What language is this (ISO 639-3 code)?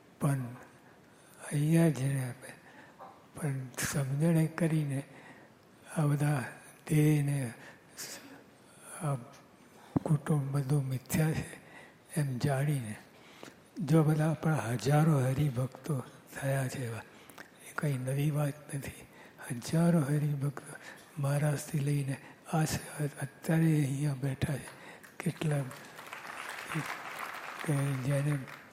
guj